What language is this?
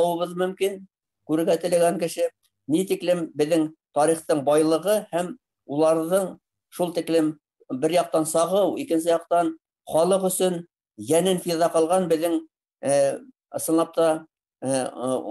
Bashkir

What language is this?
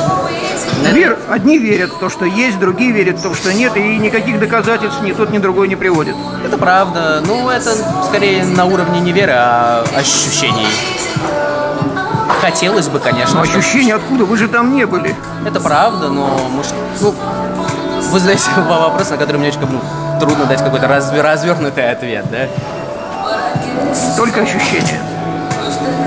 Russian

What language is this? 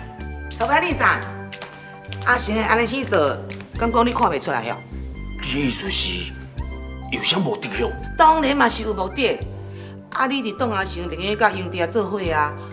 Min Nan Chinese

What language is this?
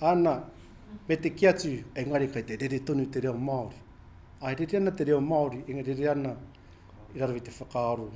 Māori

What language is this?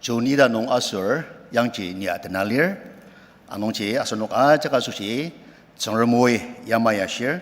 Ao Naga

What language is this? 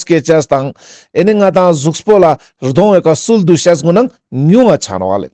Ladakhi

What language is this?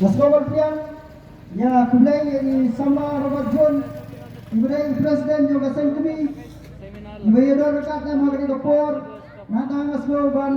Khasi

